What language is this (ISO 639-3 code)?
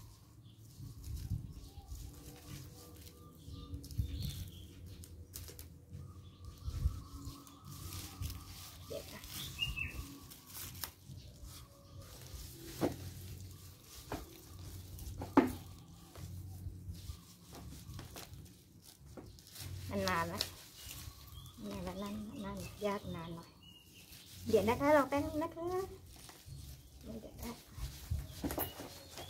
tha